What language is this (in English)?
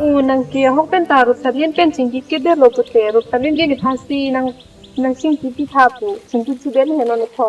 Karbi